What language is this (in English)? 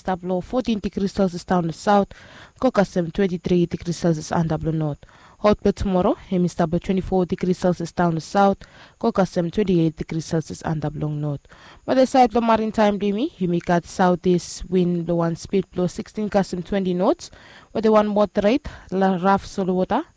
Bislama